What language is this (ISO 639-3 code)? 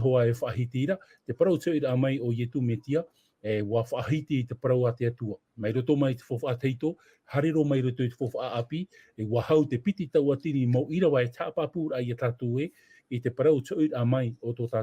tah